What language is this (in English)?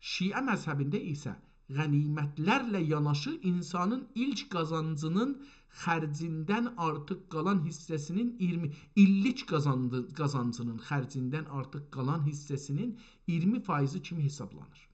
South Azerbaijani